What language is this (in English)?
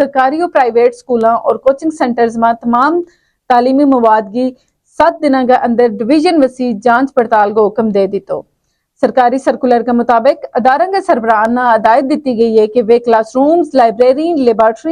Gujari